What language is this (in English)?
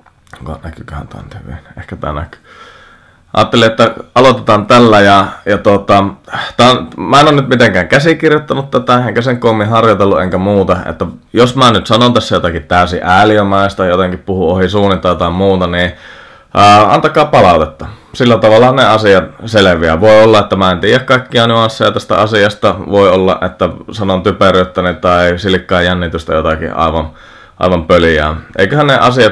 Finnish